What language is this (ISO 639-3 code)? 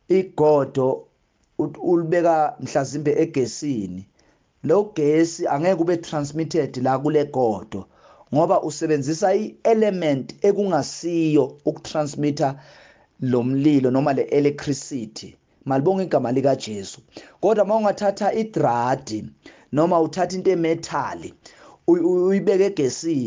zul